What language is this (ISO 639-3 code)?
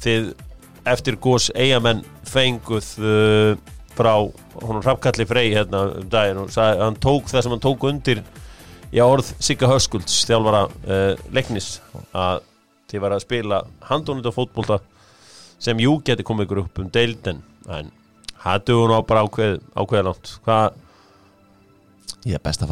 isl